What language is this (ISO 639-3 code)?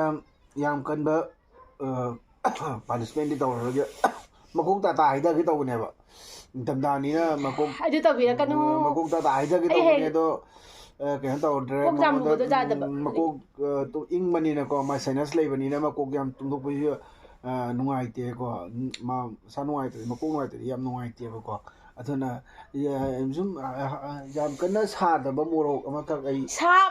mni